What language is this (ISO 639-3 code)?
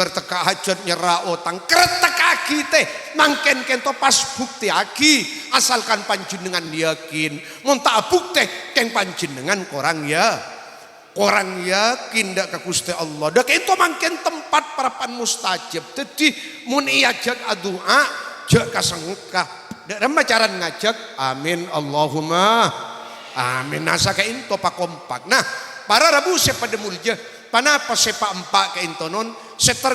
mad